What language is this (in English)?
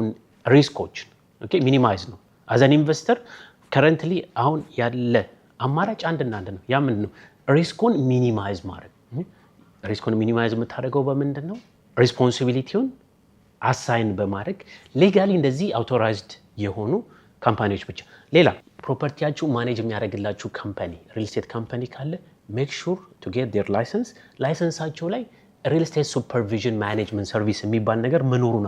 Amharic